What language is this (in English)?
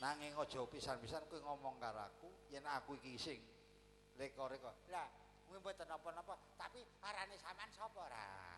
Javanese